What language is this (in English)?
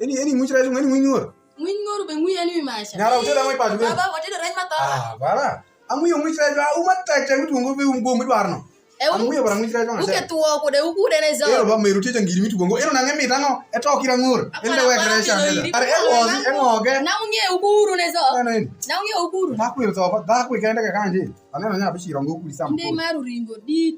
Alur